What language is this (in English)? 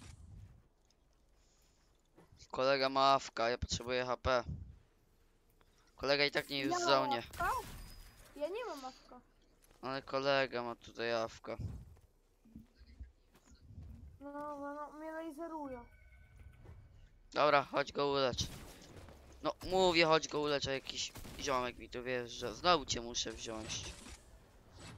Polish